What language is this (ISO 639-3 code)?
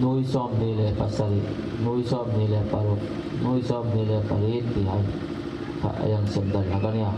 hmr